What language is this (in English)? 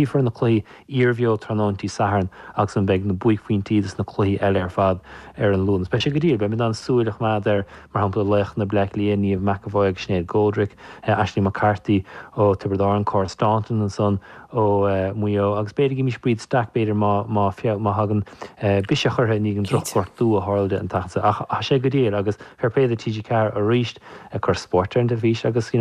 Irish